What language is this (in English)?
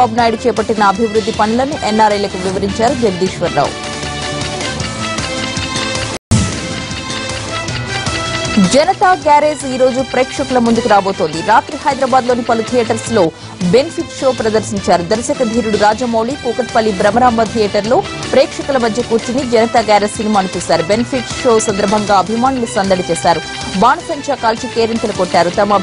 Telugu